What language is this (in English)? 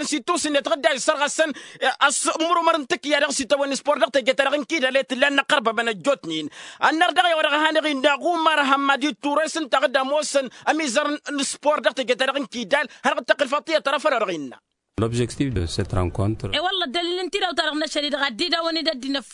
Tamasheq